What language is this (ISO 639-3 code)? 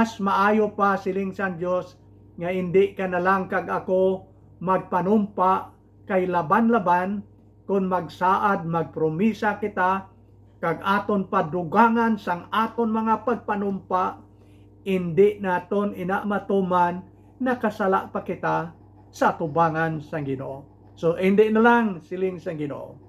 hil